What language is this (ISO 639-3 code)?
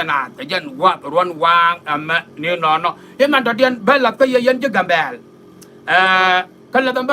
nus